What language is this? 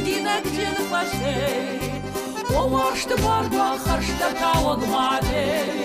Ossetic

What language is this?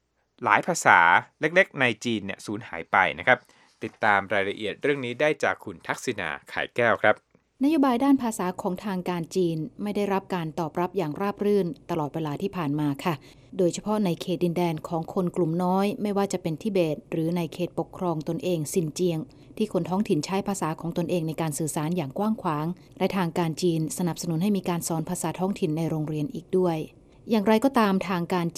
Thai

